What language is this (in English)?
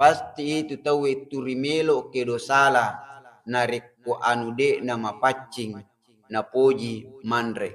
Buginese